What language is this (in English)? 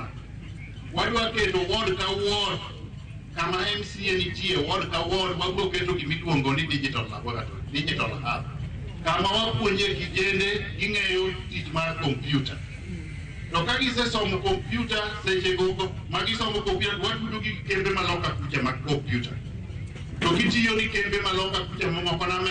Luo (Kenya and Tanzania)